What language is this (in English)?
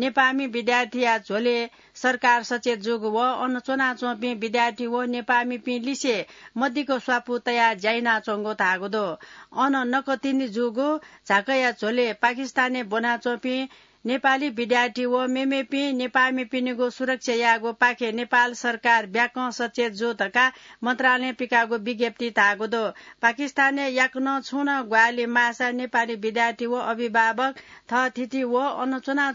Newari